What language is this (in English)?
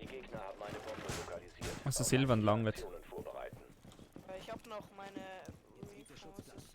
Swiss German